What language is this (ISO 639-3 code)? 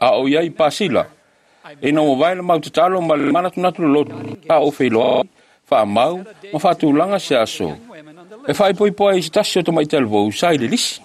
smo